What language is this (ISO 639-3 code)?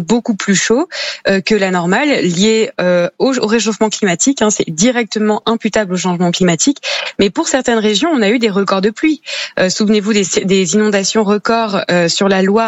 fra